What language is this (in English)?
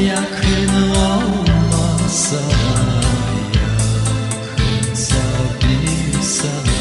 Gagauz